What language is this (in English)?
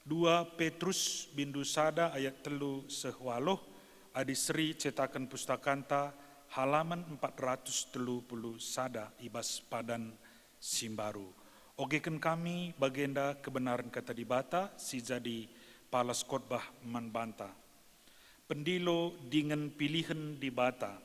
Batak Karo